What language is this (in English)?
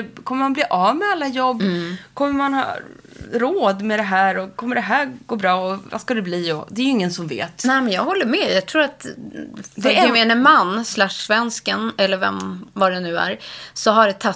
Swedish